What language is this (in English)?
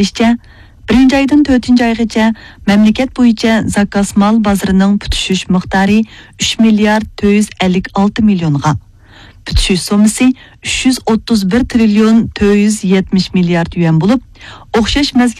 Uyghur